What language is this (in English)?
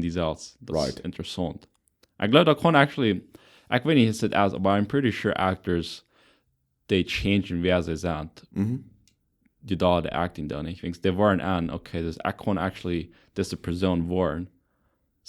Plautdietsch